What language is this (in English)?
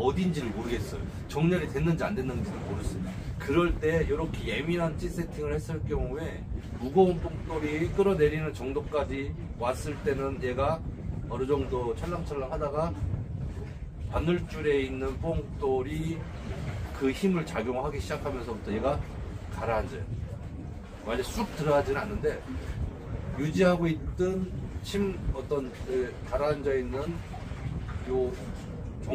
Korean